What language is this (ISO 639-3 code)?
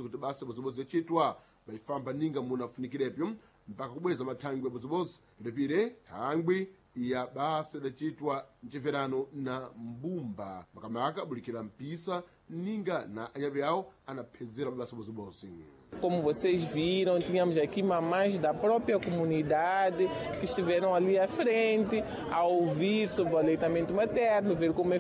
seh